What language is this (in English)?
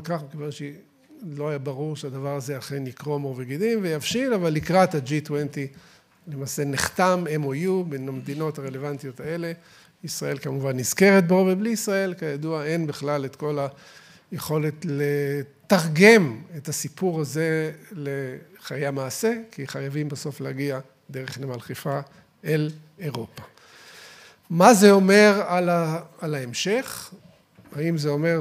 Hebrew